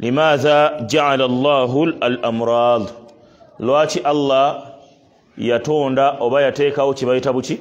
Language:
Ganda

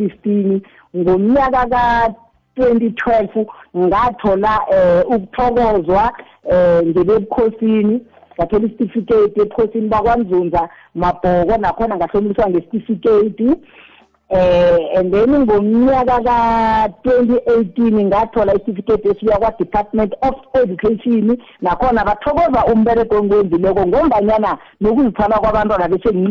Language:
South Ndebele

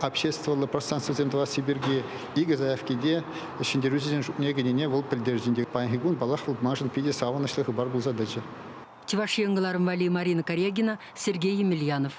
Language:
Chuvash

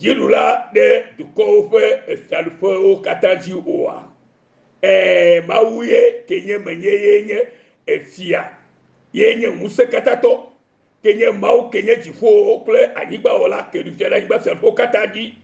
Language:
Ewe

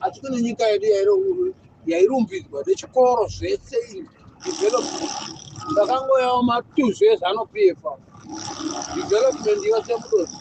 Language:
Shona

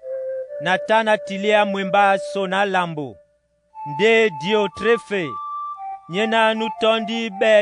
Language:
Duala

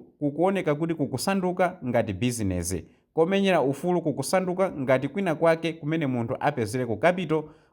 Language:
Nyanja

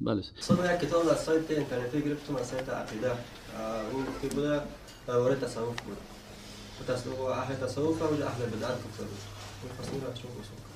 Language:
Persian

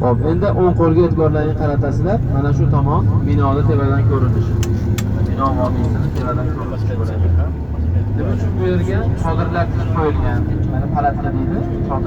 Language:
Uzbek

